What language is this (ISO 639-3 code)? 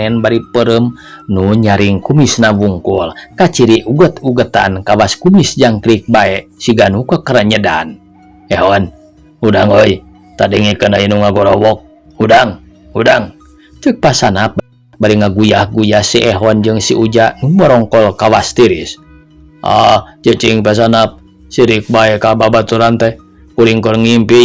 sun